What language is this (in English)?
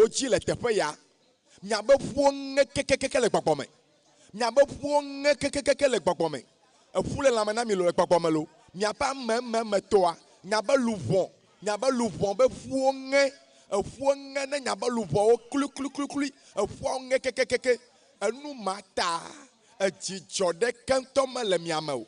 Ewe